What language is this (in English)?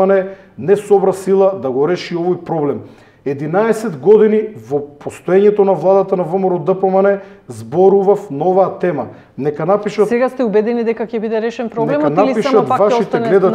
Macedonian